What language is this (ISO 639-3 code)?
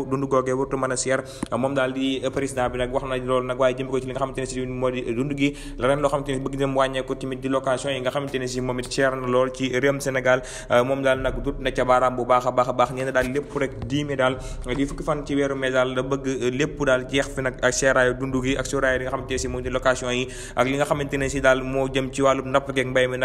wol